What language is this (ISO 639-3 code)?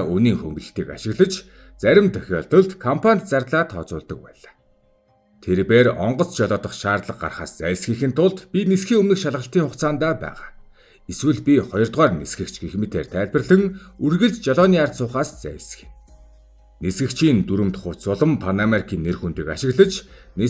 mon